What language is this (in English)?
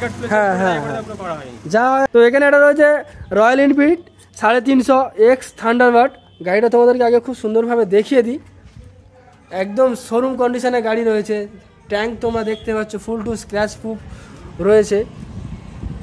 Bangla